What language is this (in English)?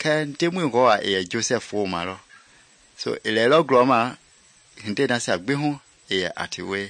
Mende